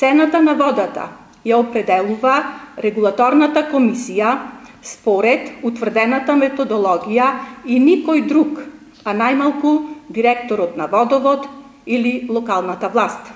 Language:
Macedonian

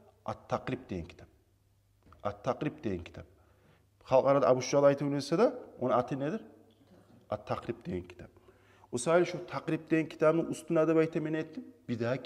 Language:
Kumyk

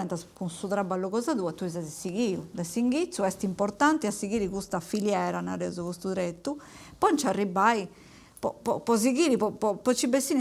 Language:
Sardinian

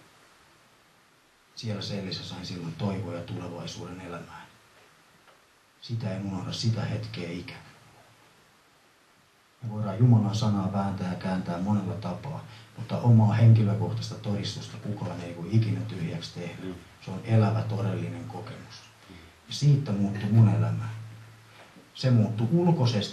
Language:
Finnish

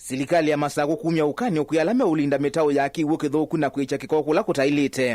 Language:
Kamba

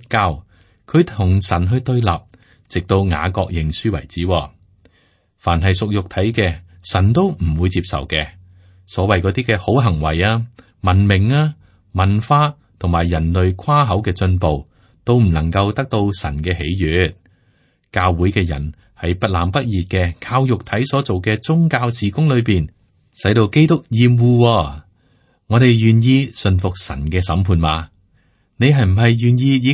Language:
Cantonese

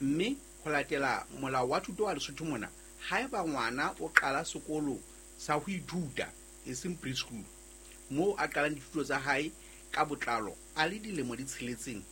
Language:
Southern Sotho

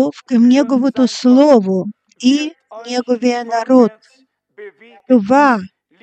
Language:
Bulgarian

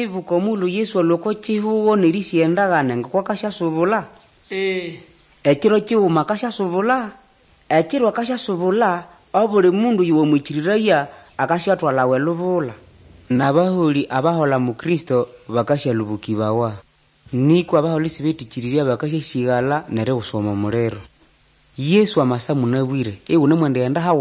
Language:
Nande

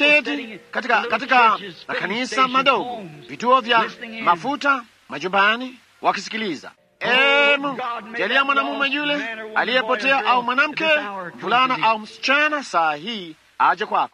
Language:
Swahili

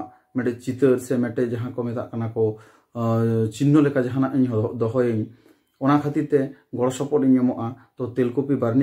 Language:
Santali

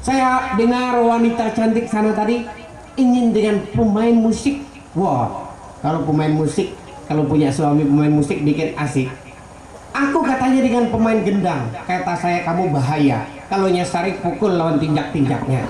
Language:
Banjar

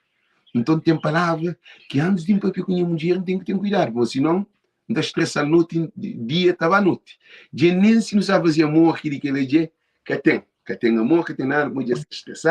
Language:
Kabuverdianu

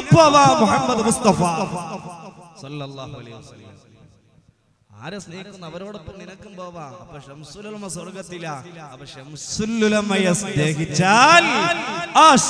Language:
Malayalam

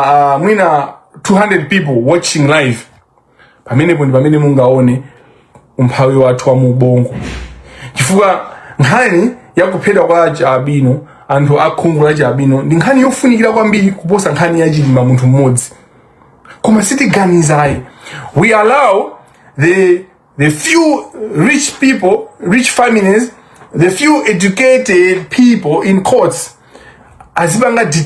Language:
Nyanja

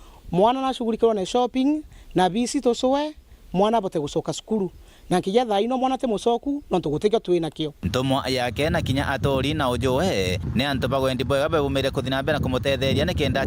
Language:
Meru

